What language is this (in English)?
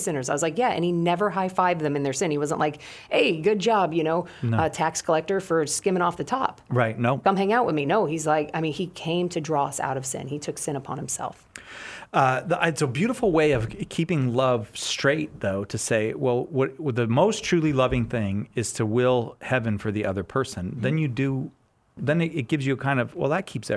English